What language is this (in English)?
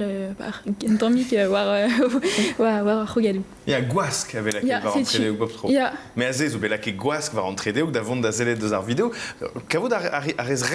Breton